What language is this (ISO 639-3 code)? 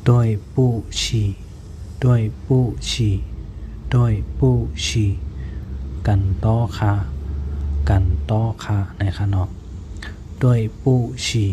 shn